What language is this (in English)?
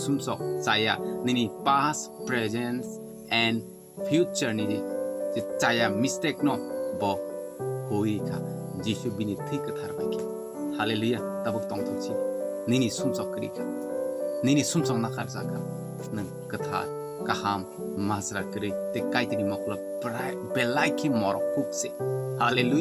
Kok Borok